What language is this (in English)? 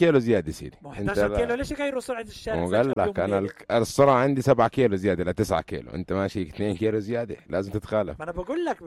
North Levantine Arabic